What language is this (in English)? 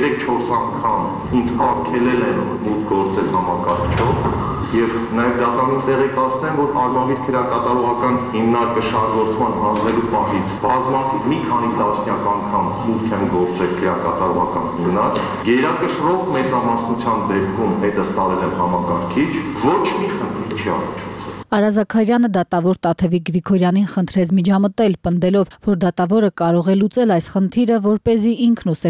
Armenian